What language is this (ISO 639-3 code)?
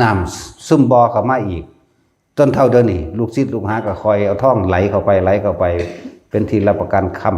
lao